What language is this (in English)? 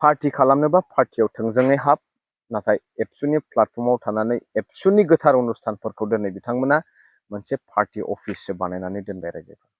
Bodo